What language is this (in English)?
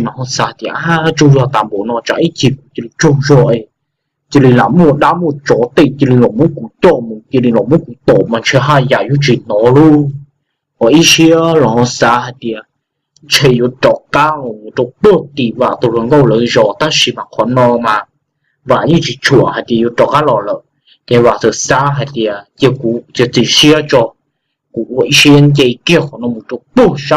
Hmong